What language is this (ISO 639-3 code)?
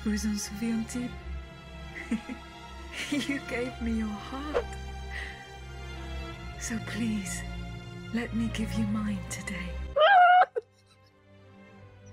ces